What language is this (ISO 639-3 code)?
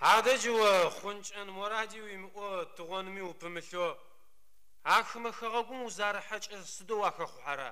ady